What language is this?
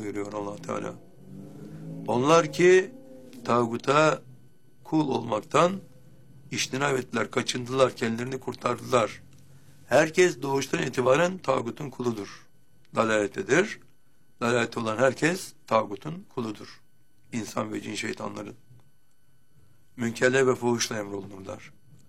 Turkish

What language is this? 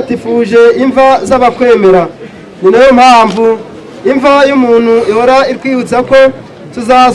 Kinyarwanda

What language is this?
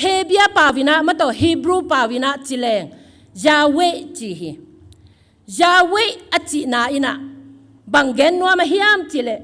Tedim Chin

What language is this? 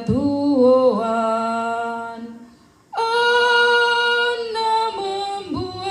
Toraja-Sa'dan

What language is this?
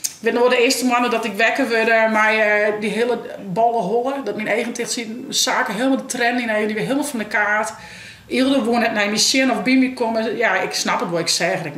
Western Frisian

